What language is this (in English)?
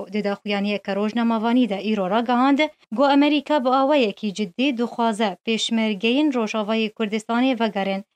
Kurdish